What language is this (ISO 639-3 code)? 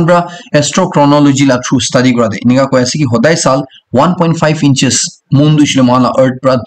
nag